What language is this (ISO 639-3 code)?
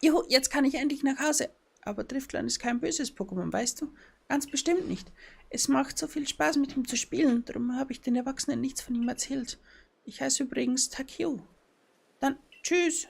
bar